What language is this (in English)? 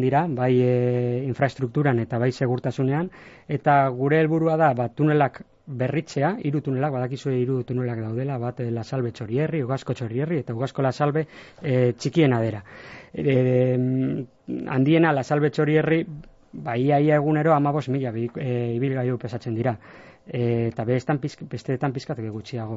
Basque